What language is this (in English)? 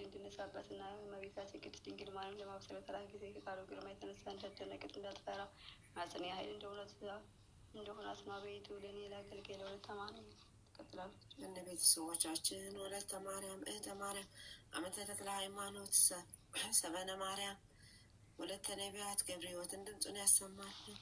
Amharic